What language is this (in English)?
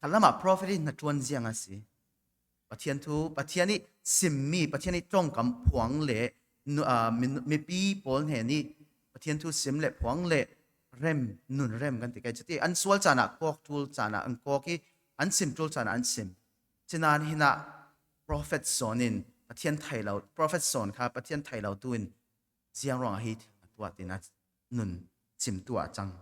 Falam Chin